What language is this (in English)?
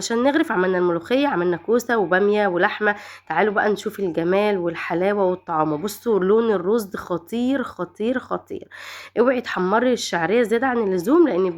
Egyptian Arabic